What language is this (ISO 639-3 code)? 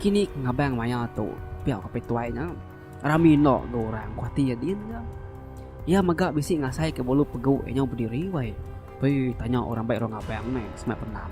iba